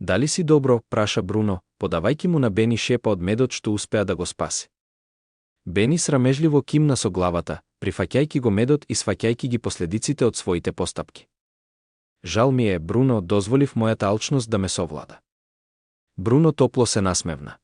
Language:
Macedonian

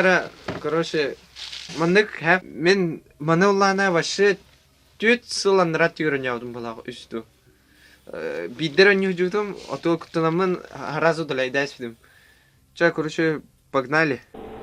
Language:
Yakut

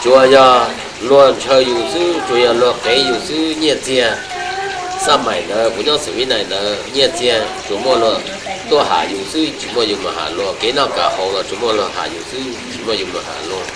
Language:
Hmong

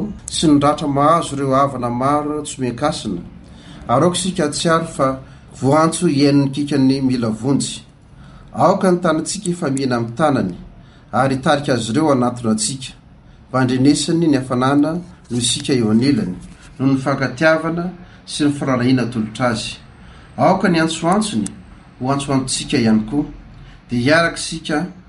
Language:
Malagasy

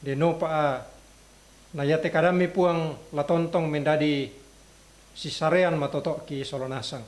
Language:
Toraja-Sa'dan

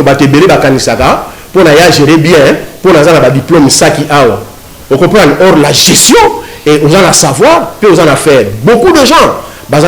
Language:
Lingala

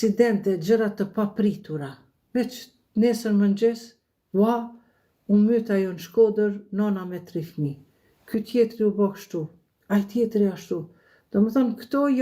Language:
Albanian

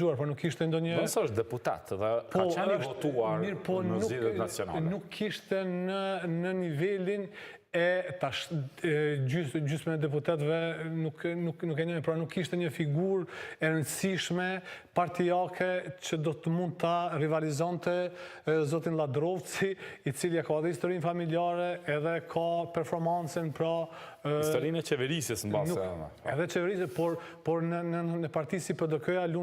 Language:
Albanian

